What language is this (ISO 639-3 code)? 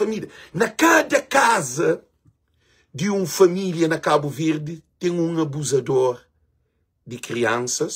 kea